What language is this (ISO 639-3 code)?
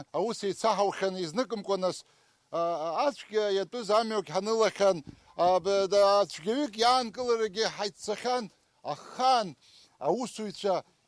abk